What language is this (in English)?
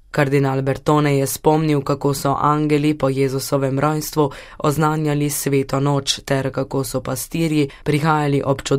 Slovenian